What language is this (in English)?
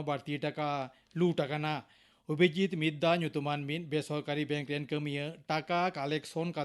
Santali